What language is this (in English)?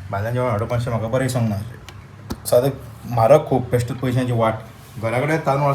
Konkani